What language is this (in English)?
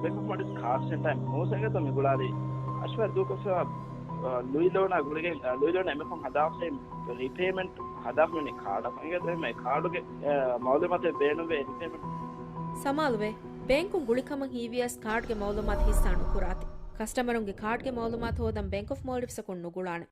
Divehi